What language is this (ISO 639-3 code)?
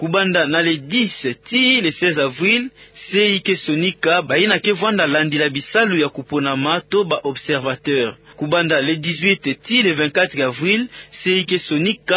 ktu